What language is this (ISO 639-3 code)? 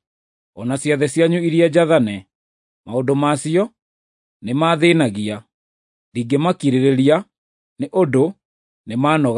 kik